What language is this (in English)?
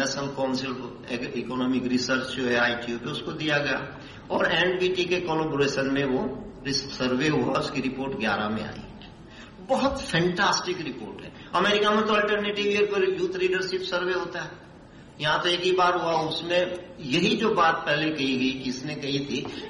Hindi